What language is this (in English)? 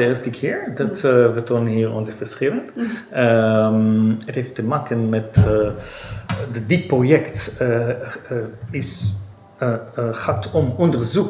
Dutch